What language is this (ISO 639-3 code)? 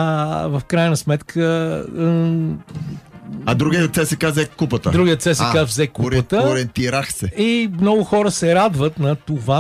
bul